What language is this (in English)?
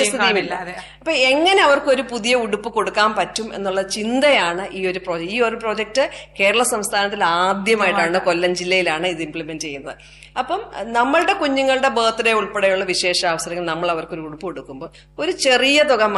Malayalam